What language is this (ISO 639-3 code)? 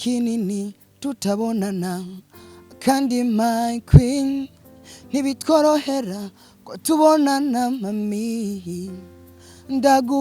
run